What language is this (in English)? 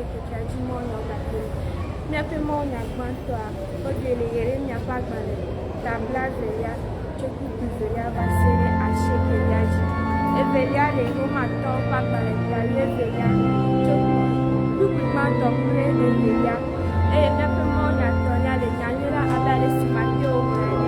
Ewe